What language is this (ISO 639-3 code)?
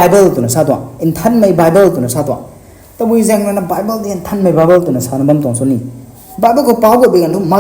nbu